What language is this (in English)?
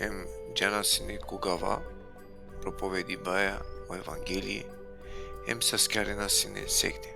Balkan Romani